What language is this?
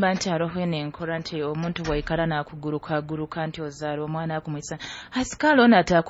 Nyoro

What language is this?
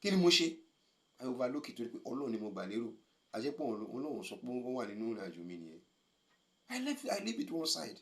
Yoruba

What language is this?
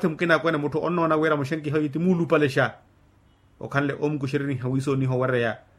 Makhuwa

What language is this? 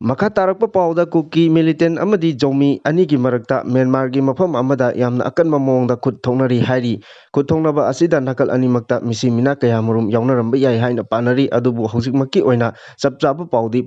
Manipuri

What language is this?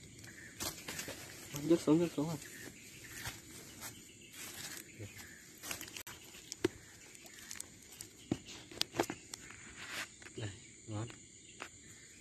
Vietnamese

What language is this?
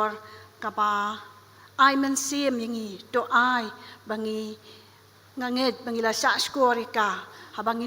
Khasi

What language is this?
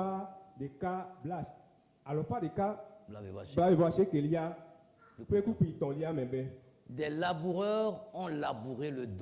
Ewe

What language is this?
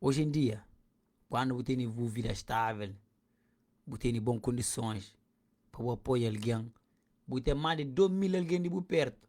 Kabuverdianu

